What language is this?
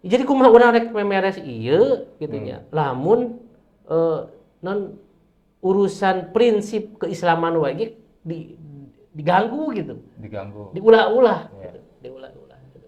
Sundanese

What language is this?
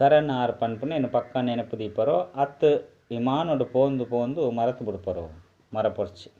Tulu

